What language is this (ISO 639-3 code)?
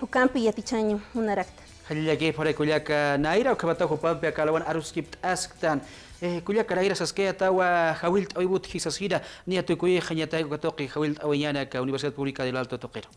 aym